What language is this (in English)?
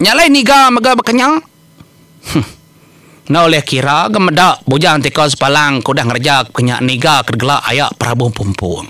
Iban